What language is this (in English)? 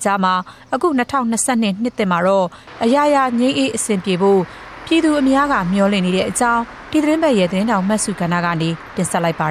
Burmese